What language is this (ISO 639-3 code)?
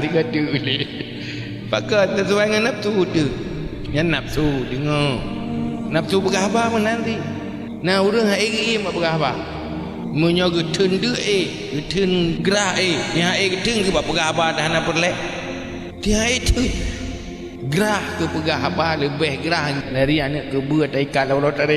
ace